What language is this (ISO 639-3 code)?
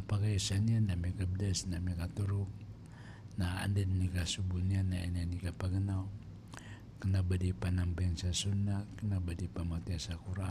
mrw